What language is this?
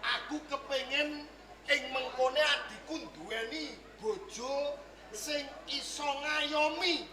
Javanese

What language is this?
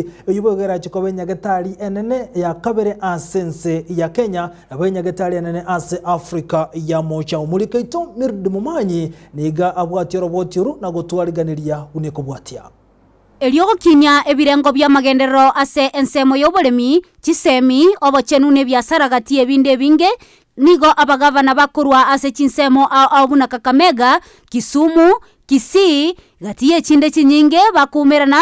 Gusii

